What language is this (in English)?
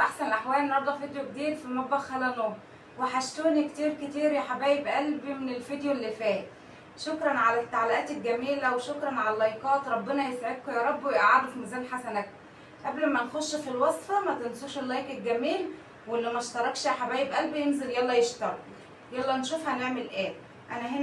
Egyptian Arabic